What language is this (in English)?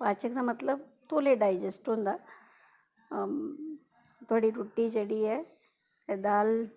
Dogri